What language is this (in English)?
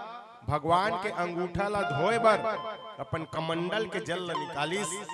Chhattisgarhi